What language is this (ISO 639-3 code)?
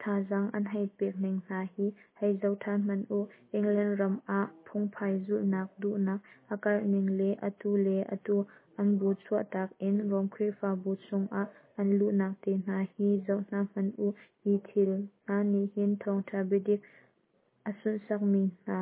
cnh